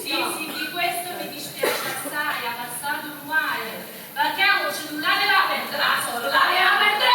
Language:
Neapolitan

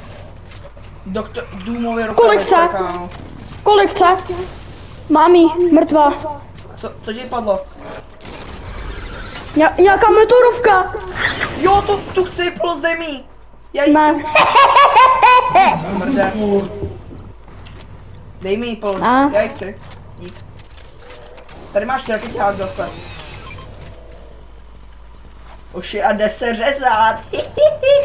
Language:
Czech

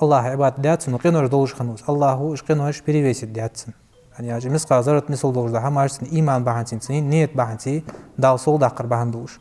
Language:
Ingush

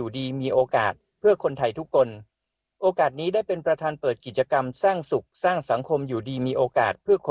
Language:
Thai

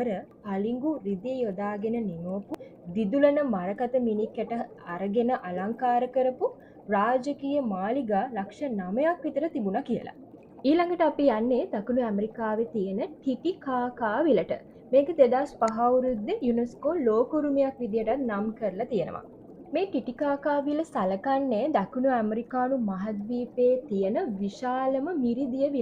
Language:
Sinhala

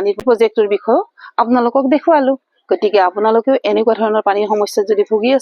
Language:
Assamese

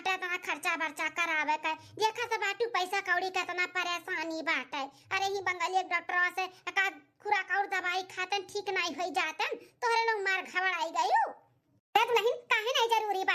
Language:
Awadhi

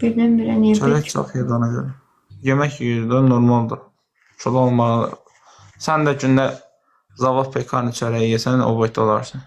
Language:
Azerbaijani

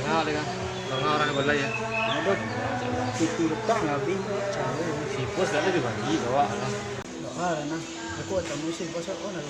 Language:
Minangkabau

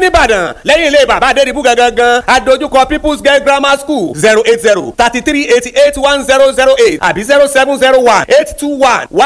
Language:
Yoruba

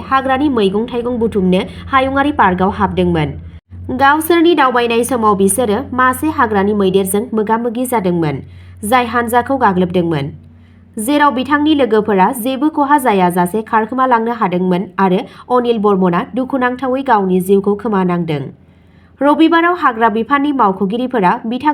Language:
Bodo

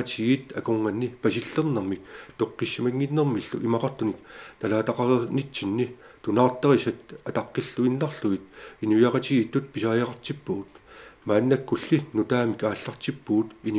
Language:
Kalaallisut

